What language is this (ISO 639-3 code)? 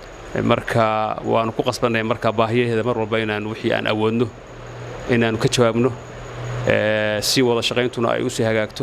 som